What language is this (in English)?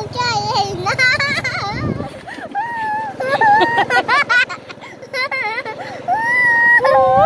Thai